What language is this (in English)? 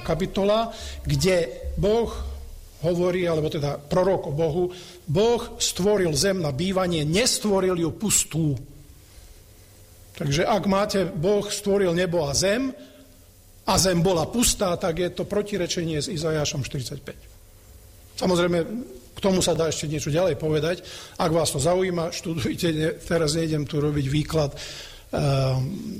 Slovak